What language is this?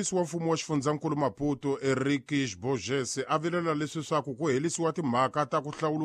Tsonga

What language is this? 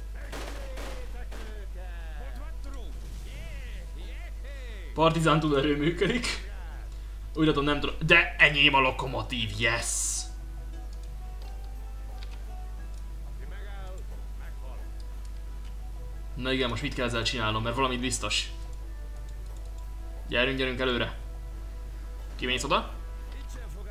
Hungarian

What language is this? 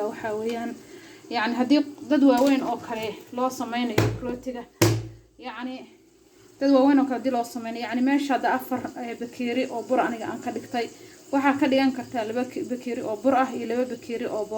Somali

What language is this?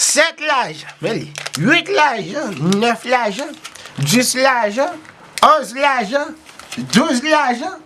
Haitian Creole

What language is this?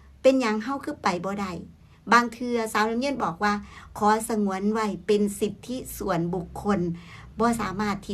Northeastern Thai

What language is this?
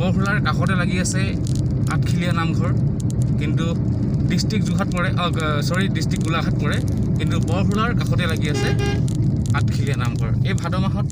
Assamese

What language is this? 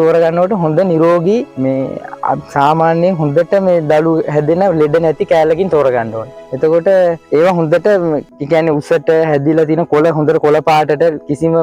Sinhala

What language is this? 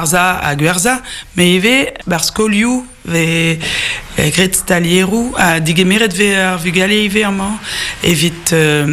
Breton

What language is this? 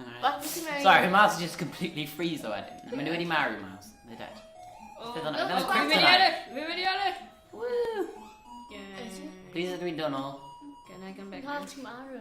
Welsh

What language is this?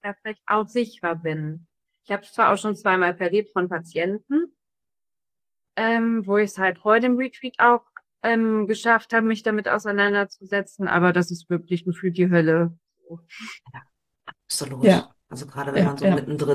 German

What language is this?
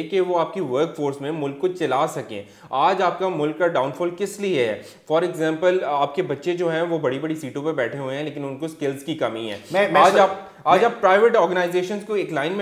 Urdu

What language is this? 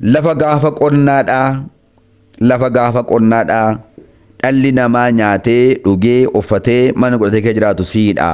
Oromo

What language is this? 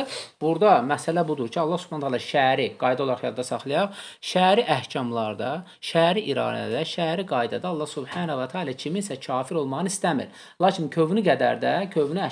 Azerbaijani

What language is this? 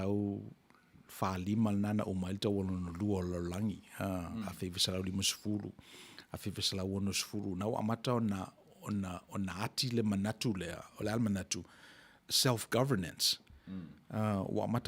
Samoan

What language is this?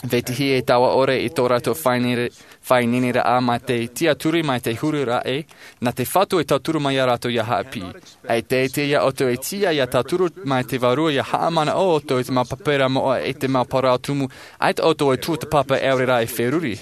Tahitian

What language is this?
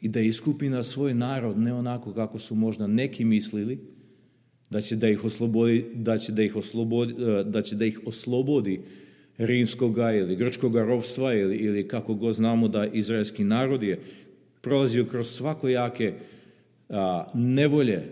Serbian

